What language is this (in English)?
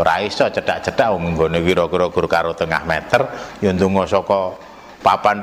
Javanese